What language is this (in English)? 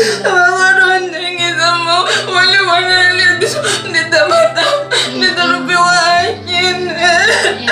Venda